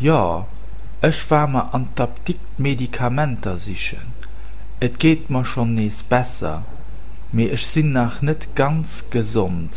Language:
Luxembourgish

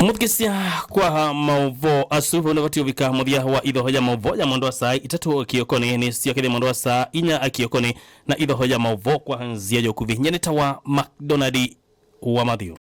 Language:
Kamba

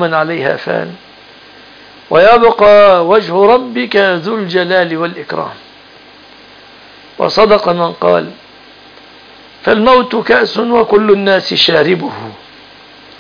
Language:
Arabic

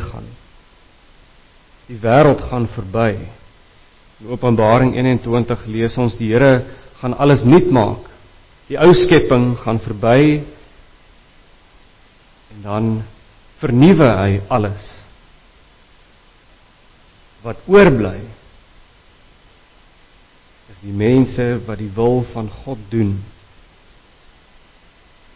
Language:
Afrikaans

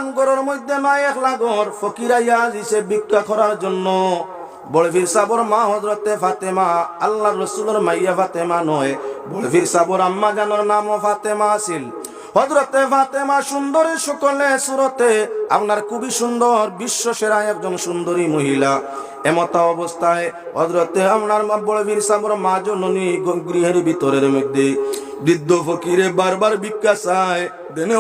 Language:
Sylheti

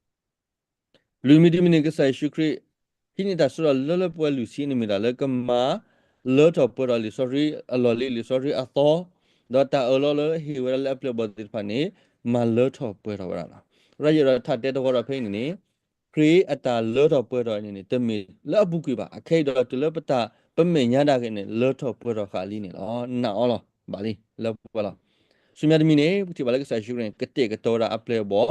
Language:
S'gaw Karen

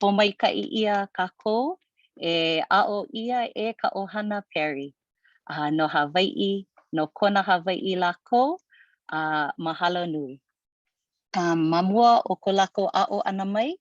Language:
Hawaiian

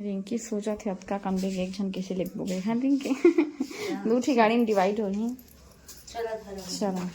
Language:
Chhattisgarhi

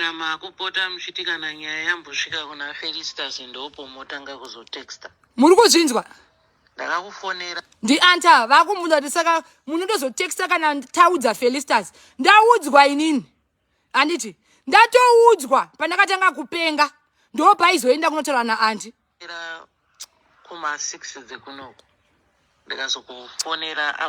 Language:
Shona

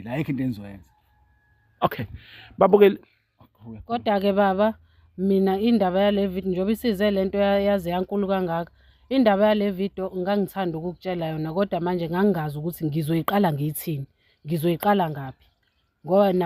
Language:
Zulu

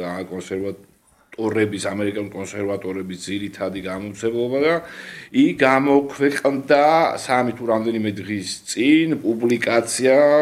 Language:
Georgian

